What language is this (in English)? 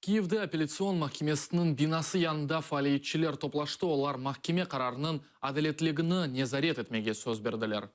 Crimean Tatar